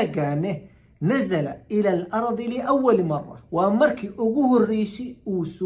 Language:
Somali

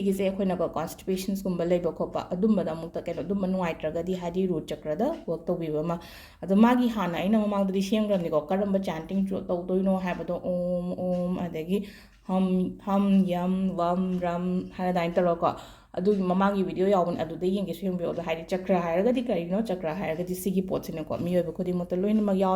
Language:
Manipuri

